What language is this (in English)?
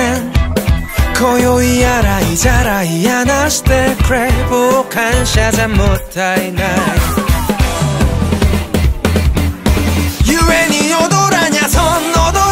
Japanese